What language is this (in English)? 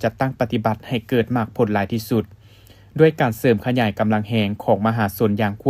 Lao